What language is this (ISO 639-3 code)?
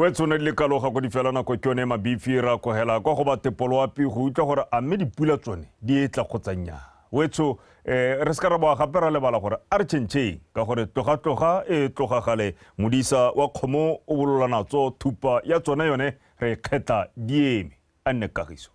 tsn